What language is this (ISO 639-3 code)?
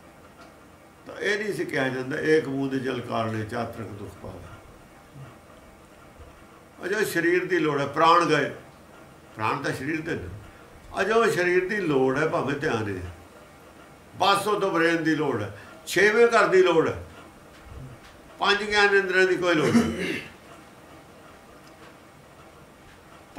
pan